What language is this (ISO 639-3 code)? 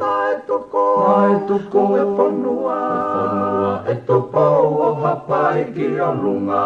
ton